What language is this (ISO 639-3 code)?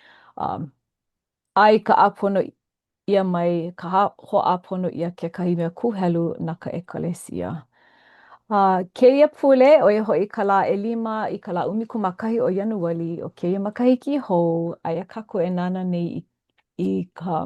haw